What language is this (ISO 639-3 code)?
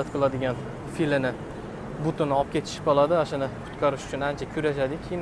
uzb